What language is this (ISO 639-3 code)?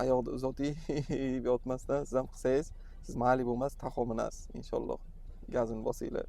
uzb